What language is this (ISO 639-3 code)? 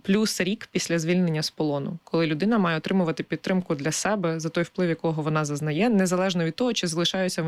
ukr